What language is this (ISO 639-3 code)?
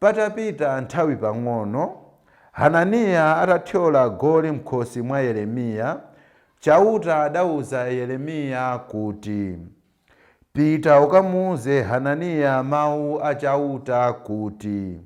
nya